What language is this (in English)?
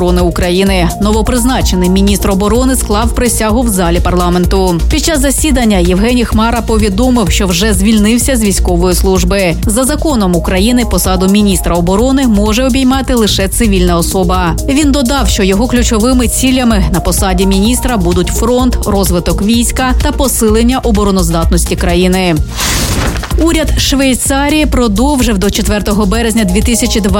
Ukrainian